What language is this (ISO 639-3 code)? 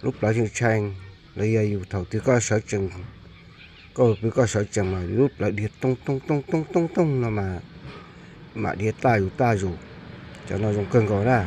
hmn